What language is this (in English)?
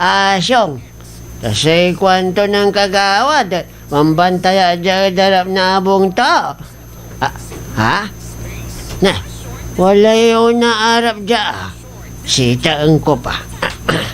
Pangasinan